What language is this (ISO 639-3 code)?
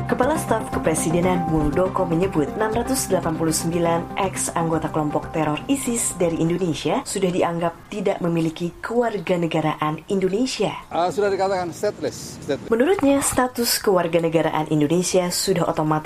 ind